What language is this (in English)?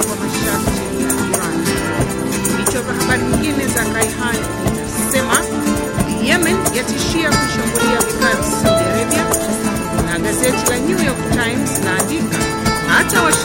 Swahili